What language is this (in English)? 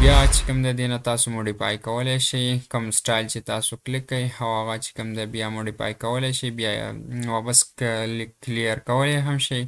Pashto